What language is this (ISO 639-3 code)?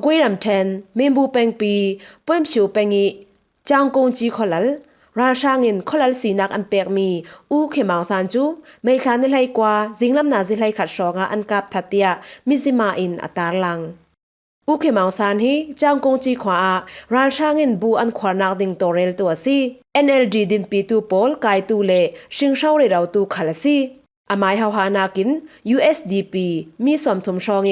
cfm